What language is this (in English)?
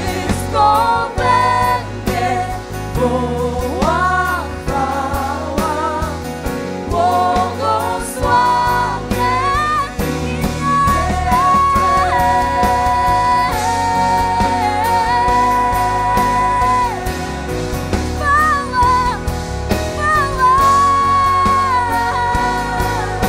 Polish